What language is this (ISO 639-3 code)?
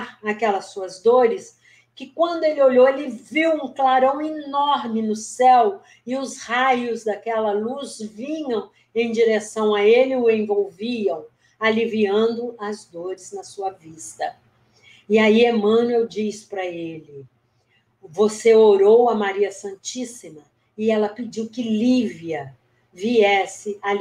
por